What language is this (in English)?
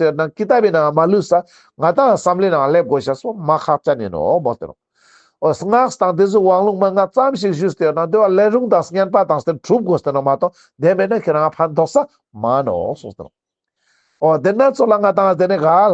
Ladakhi